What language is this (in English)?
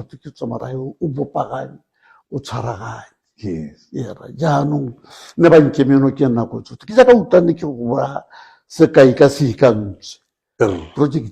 Tswana